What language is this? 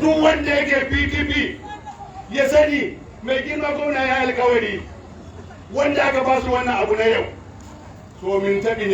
Hausa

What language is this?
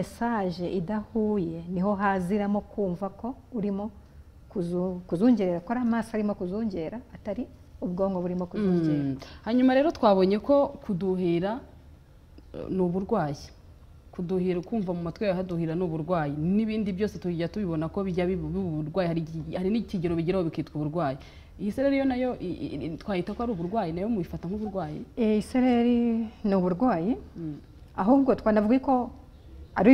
Kinyarwanda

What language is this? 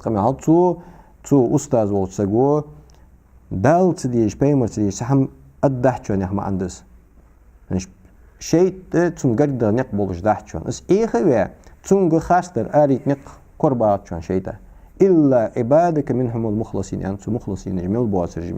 Ingush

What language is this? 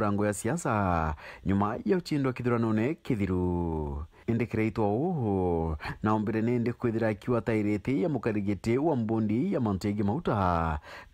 Meru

